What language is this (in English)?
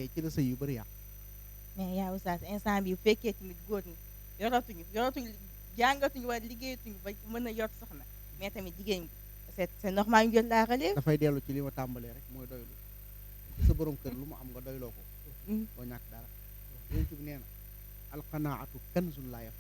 Wolof